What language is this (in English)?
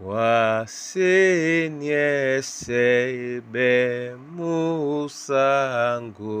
Duala